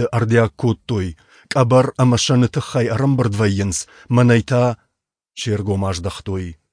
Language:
Ossetic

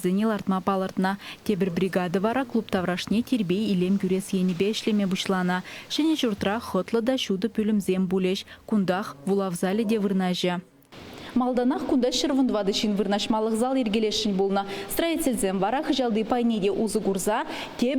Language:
Chuvash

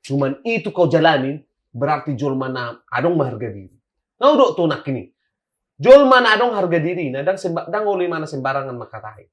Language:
Batak Toba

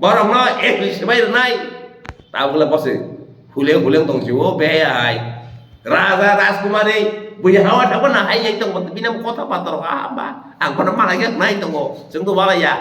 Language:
Kok Borok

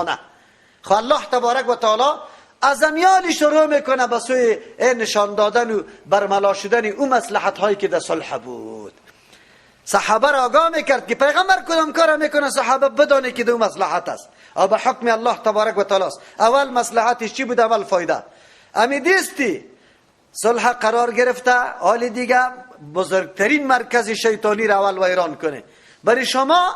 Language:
Persian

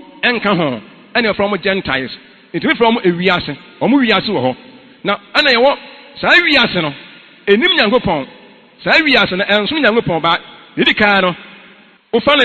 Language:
Akan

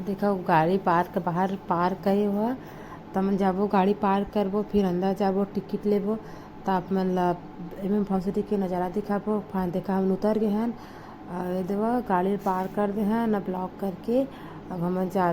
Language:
Chhattisgarhi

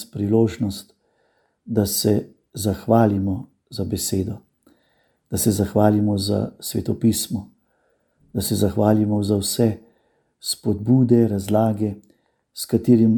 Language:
Slovenian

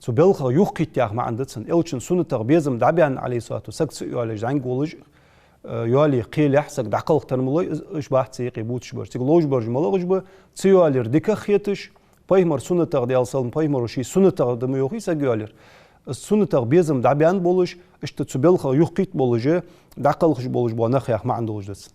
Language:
Ingush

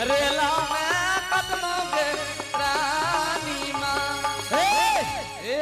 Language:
Angika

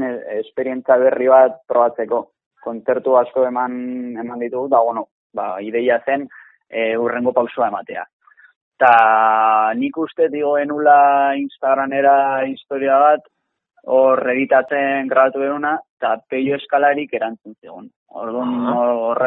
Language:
Basque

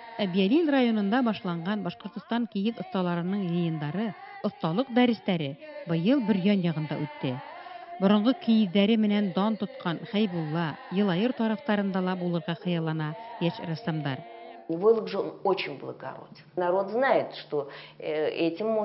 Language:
Bashkir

